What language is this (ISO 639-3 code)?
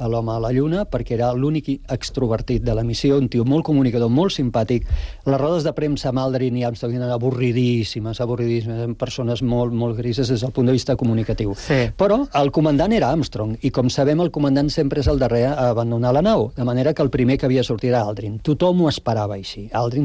cat